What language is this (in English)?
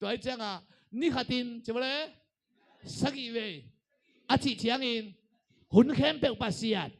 Tedim Chin